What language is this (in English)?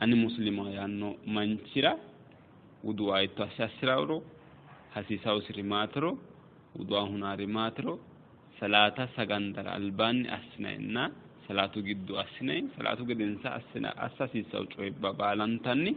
Sidamo